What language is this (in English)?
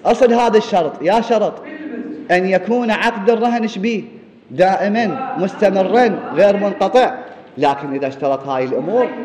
Mesopotamian Arabic